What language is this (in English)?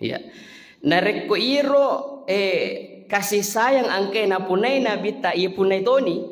Buginese